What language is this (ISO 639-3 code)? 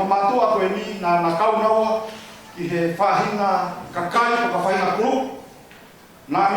ton